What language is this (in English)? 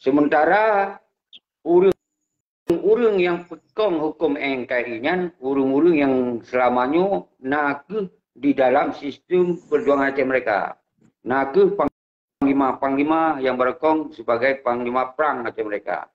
Achinese